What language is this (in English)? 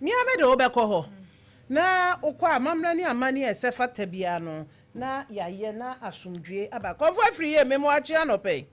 Akan